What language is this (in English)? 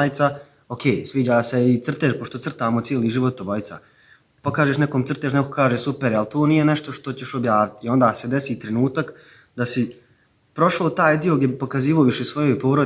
Bosnian